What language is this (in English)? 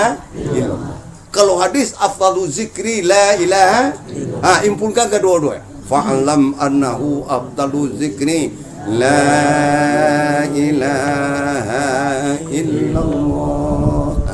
Minangkabau